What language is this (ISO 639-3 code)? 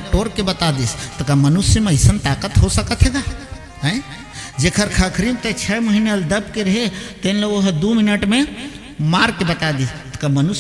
hne